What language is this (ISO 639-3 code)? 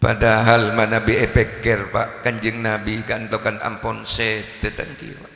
mad